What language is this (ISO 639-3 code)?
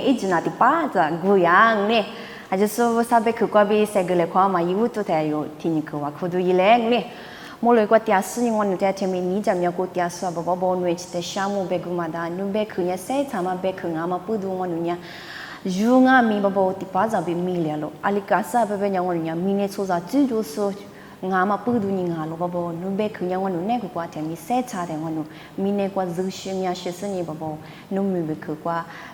lis